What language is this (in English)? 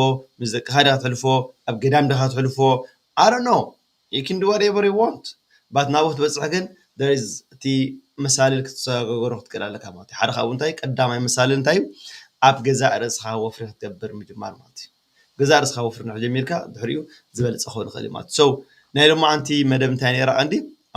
Tigrinya